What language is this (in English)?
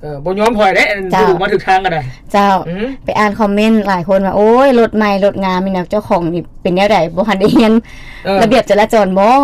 Lao